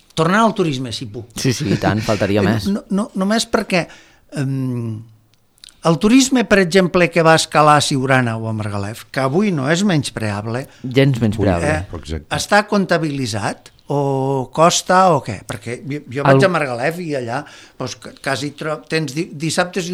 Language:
Catalan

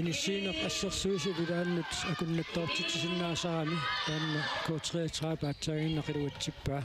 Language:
Kalaallisut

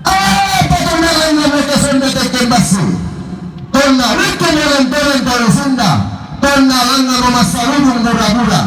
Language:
Toraja-Sa'dan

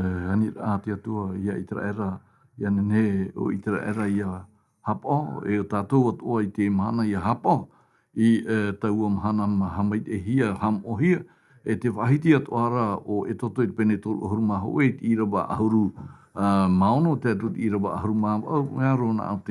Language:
Tahitian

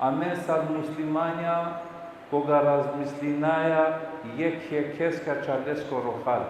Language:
Balkan Romani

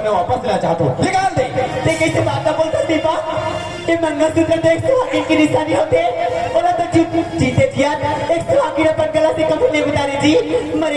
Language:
Chhattisgarhi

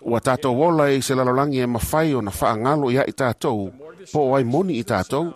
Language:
Samoan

